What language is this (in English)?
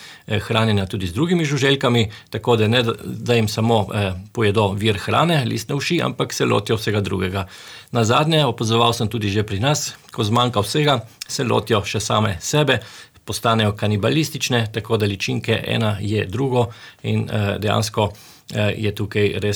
Slovenian